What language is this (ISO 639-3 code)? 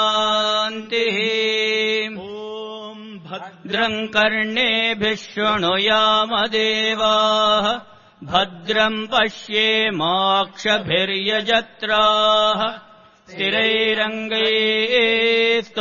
san